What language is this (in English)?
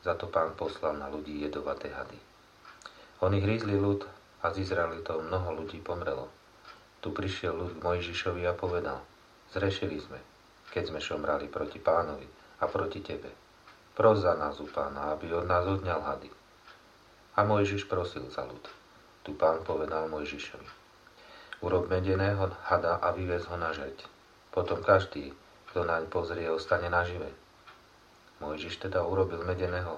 Slovak